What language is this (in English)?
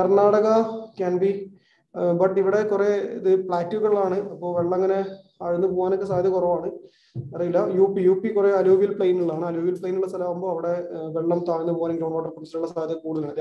Malayalam